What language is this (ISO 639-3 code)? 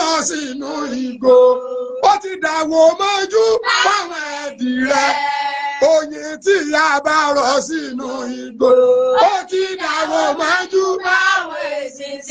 yor